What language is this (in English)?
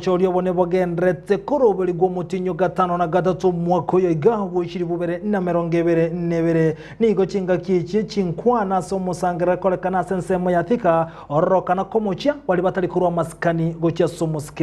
Gusii